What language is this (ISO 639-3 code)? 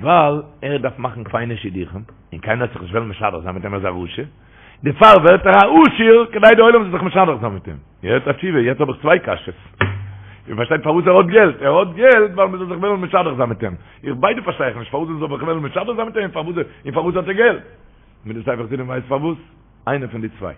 yid